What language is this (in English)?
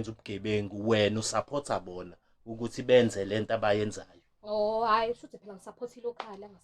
Zulu